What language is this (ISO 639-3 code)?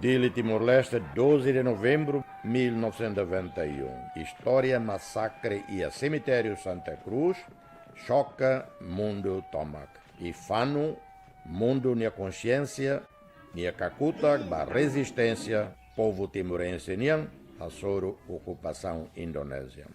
tet